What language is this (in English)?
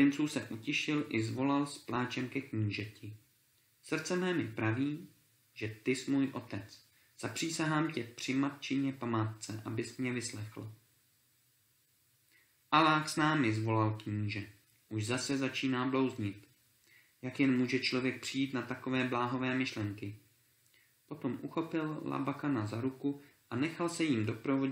Czech